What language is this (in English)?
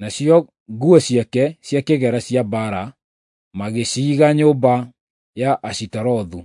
Kikuyu